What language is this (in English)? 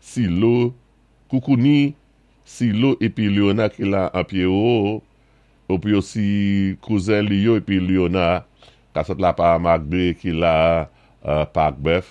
Saint Lucian Creole French